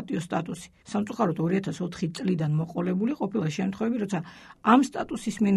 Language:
Georgian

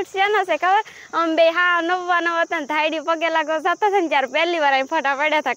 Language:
Gujarati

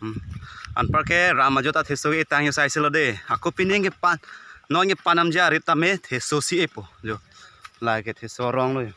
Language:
Karbi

